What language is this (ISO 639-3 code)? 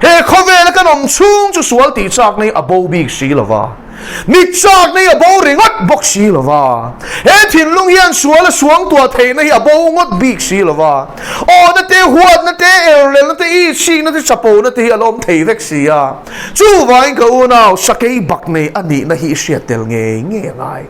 lus